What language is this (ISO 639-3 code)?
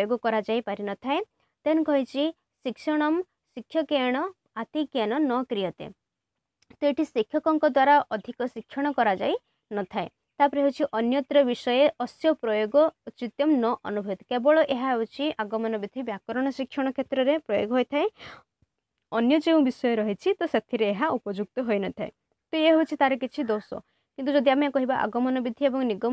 ori